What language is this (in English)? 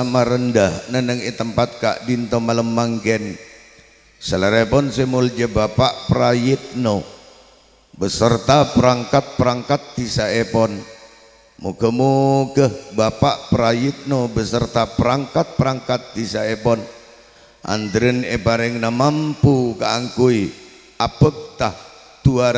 Madurese